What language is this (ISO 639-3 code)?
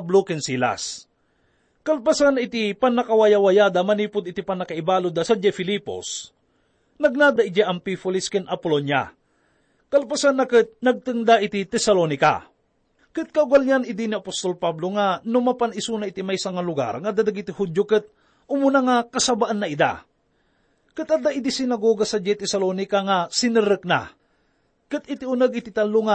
ilo